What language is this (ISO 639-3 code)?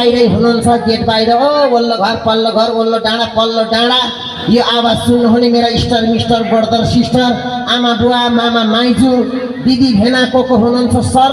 nep